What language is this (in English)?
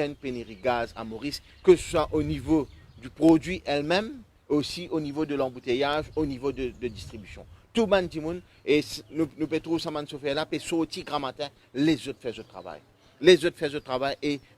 Morisyen